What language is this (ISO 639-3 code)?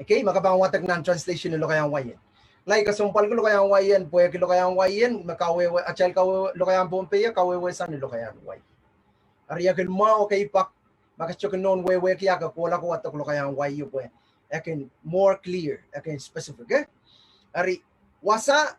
pon